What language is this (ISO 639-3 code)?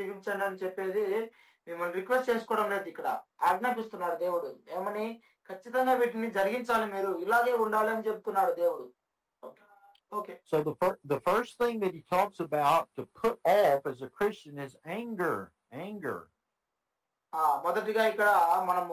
tel